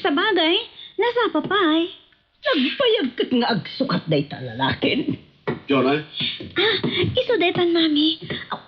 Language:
Iloko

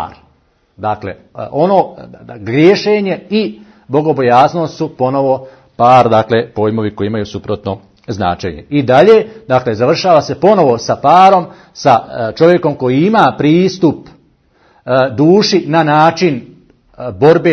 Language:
Bosnian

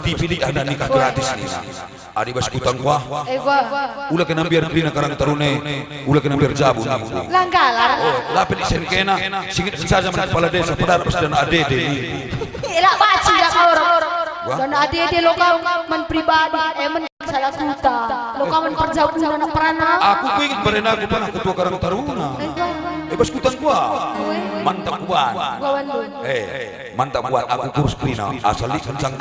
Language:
Batak Karo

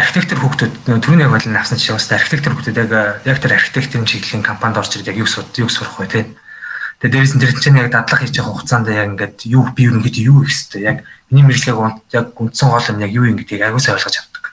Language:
Mongolian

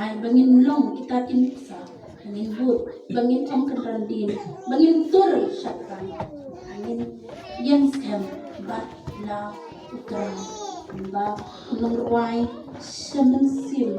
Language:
Khasi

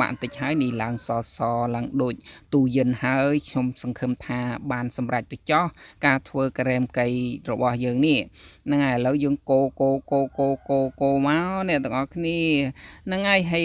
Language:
Khmer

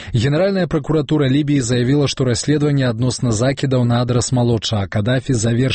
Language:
Belarusian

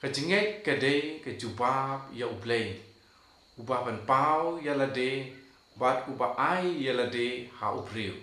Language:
Khasi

